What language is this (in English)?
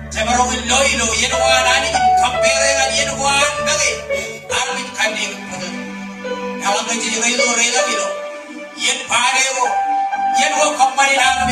Marshallese